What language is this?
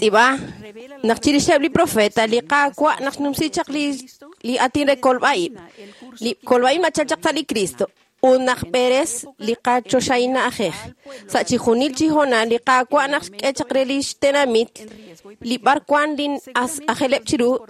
Kekchí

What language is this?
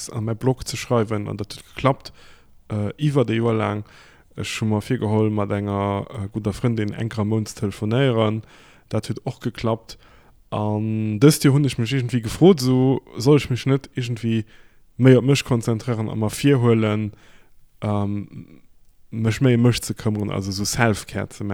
Luxembourgish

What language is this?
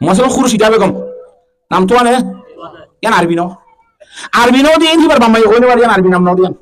Rohingya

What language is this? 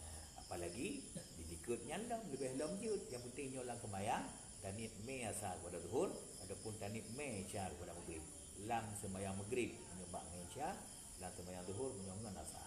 Achinese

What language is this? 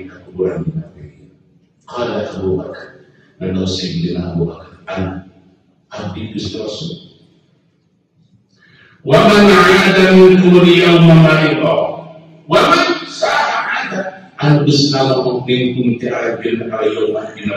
Sundanese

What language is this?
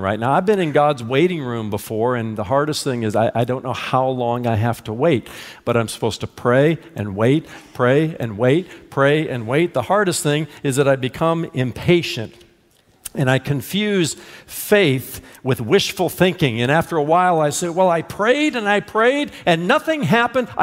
English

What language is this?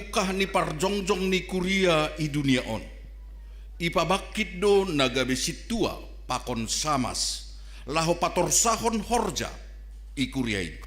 Batak Simalungun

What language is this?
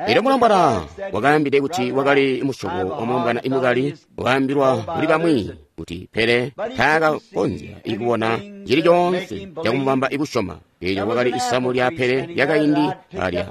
Tonga (Zambia)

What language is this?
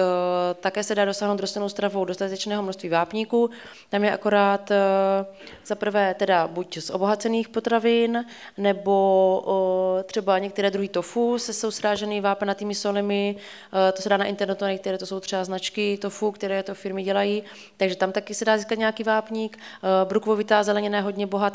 Czech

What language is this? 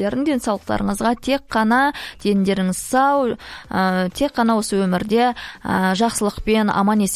Kazakh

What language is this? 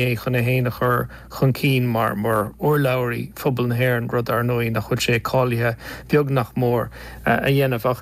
Irish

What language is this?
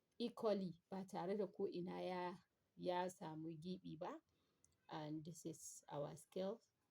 Hausa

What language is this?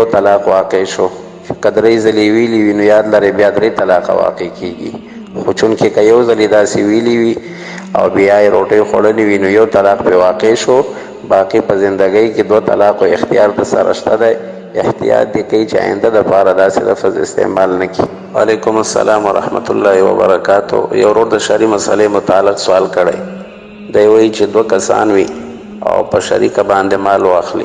Pashto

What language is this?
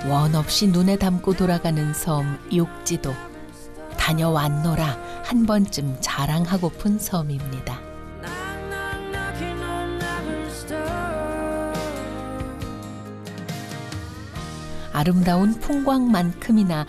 Korean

